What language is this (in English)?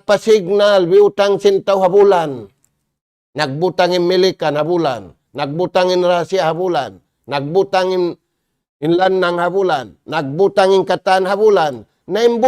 Tausug